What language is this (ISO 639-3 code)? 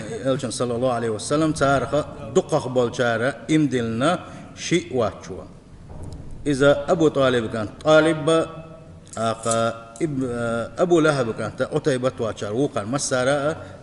che